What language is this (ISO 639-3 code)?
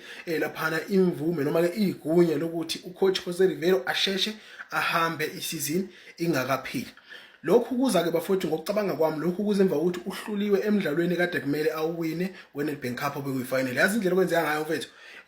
zul